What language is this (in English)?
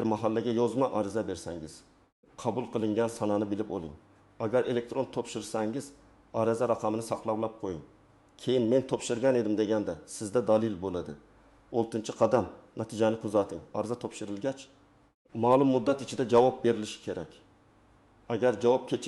Uzbek